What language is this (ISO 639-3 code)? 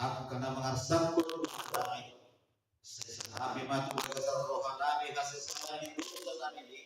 bbc